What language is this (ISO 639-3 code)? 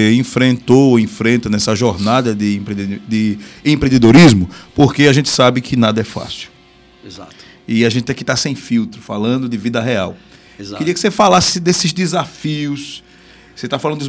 por